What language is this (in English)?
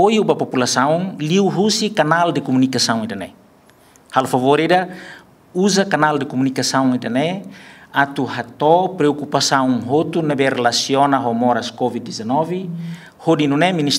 Tetum